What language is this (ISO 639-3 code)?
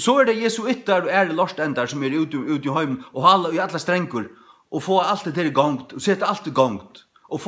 fao